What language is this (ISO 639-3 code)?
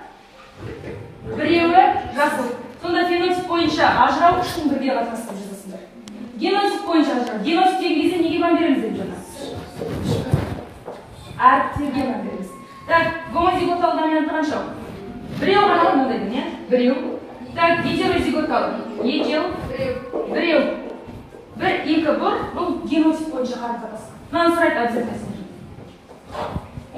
kaz